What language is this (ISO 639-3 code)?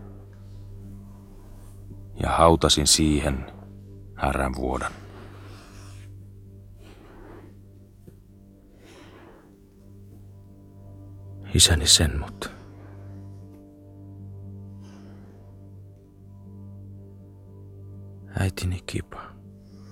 fin